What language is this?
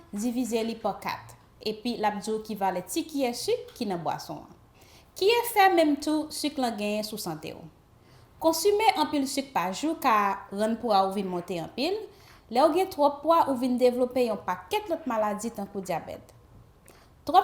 Haitian Creole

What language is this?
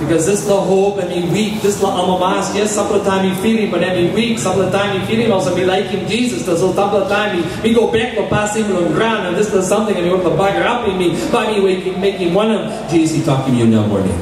Tok Pisin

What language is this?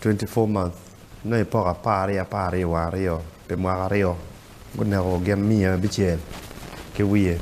Acoli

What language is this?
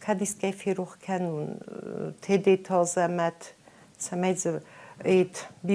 Ossetic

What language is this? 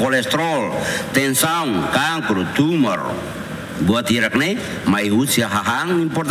Tetum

